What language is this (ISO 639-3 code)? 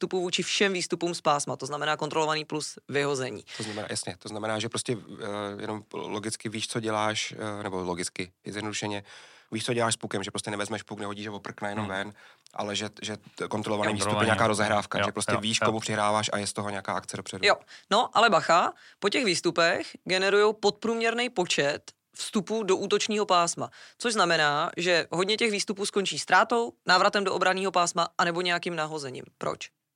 ces